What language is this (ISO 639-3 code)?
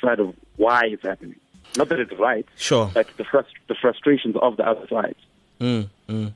eng